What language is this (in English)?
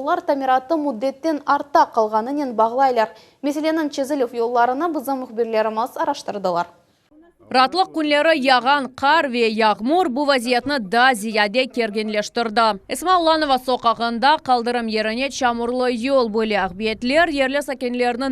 Crimean Tatar